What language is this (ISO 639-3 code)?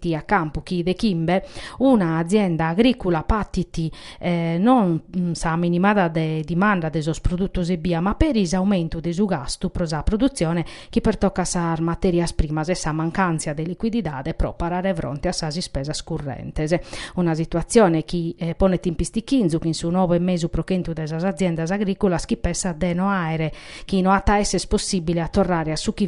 srd